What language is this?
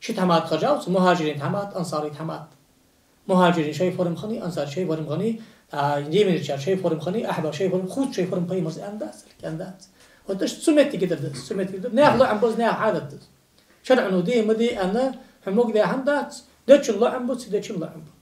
Ingush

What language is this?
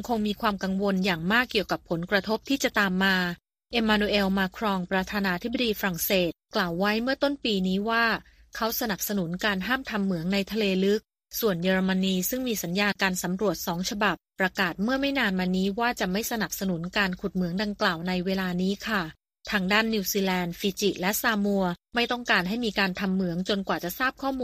Thai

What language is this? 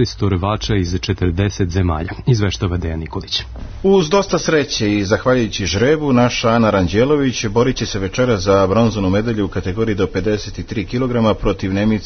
Serbian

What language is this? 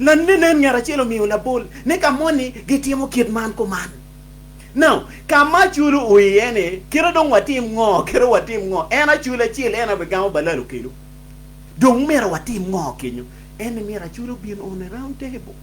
Acoli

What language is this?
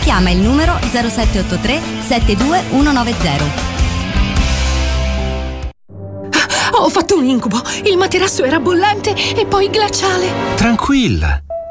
Italian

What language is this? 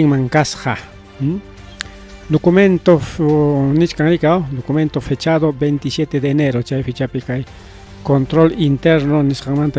Ayacucho Quechua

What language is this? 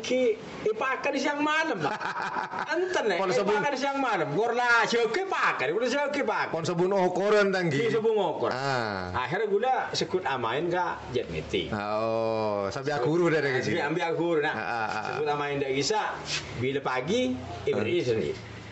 Madurese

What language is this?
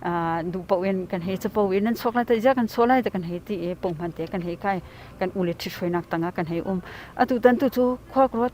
Hakha Chin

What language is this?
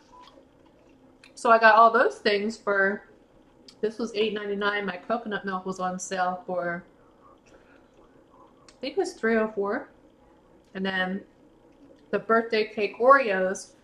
English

